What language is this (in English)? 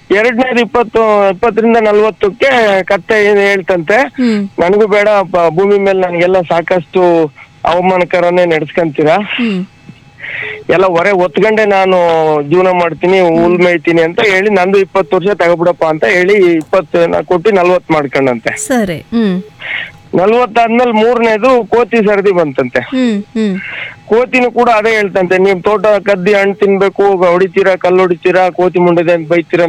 Kannada